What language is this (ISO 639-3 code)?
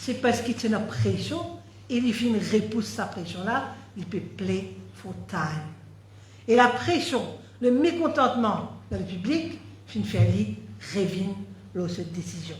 mfe